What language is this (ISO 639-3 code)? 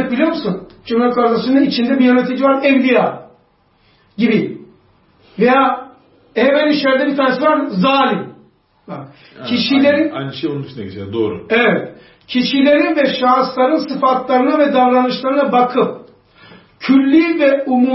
tur